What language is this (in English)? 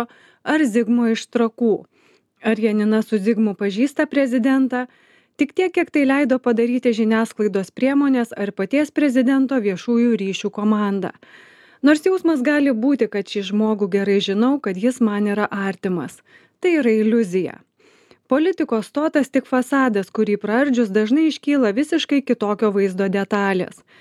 Lithuanian